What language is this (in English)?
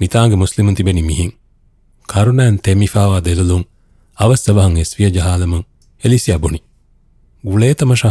Divehi